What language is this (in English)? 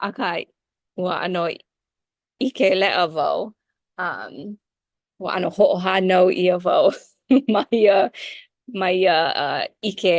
Hawaiian